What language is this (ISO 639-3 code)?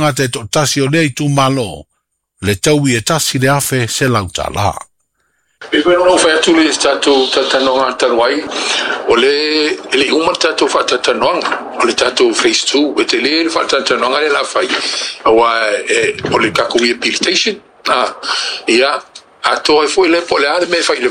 smo